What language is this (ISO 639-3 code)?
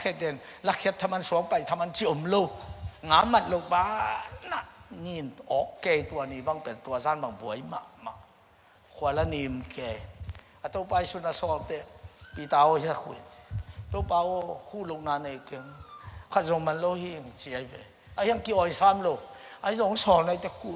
ctd